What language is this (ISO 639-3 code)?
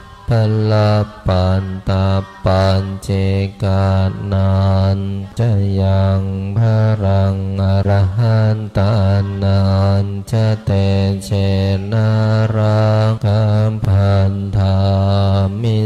pli